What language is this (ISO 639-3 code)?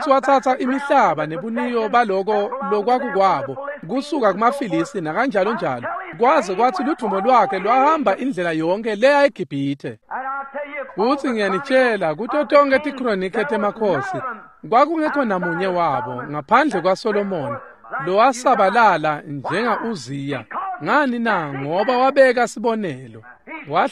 ssw